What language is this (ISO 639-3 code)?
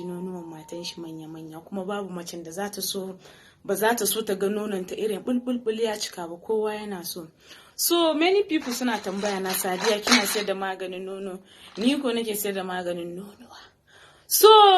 hau